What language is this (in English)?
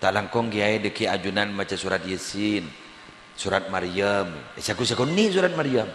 Madurese